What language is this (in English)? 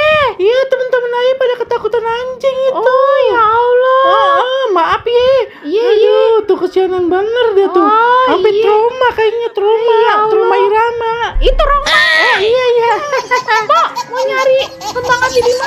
Betawi